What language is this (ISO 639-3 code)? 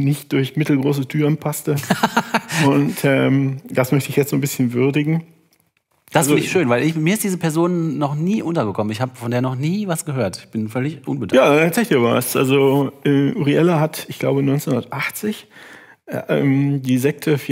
deu